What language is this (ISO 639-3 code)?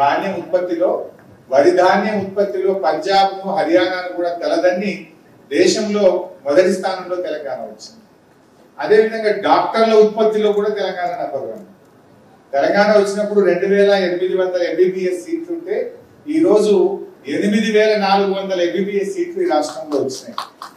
tel